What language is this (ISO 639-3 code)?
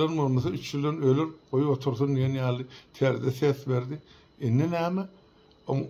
tuk